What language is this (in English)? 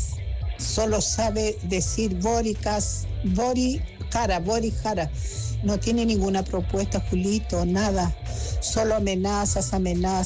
Spanish